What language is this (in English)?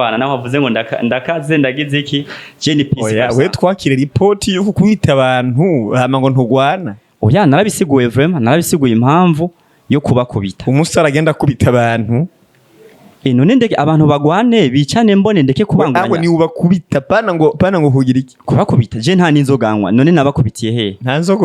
Rundi